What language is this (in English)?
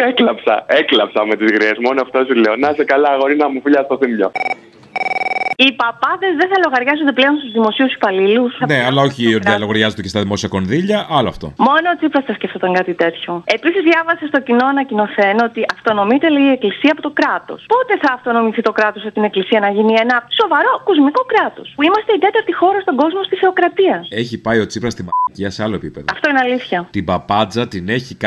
Greek